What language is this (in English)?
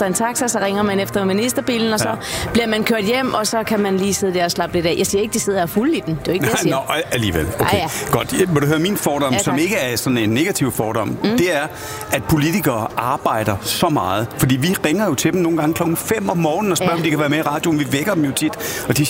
Danish